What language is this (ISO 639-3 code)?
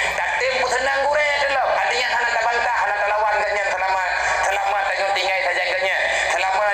ace